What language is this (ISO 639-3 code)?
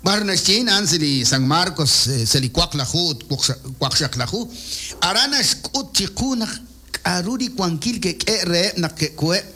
kek